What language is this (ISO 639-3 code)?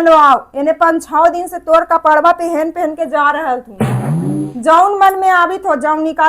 mag